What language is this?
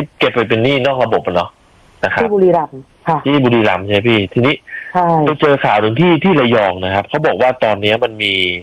Thai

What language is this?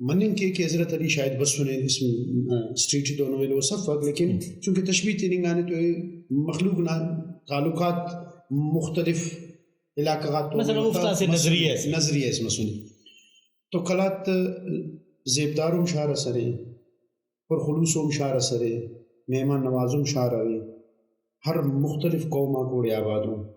Brahui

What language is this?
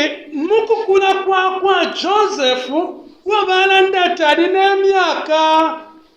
Bemba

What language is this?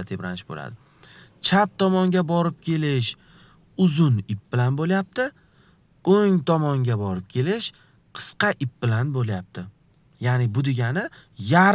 Uzbek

